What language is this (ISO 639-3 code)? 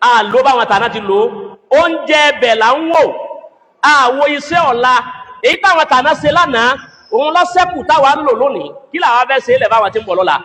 yor